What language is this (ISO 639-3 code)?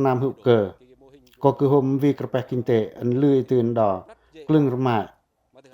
pac